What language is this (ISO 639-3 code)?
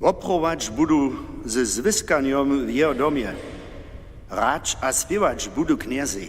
hsb